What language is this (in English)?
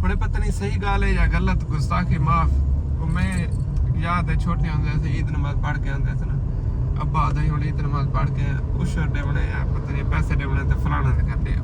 Saraiki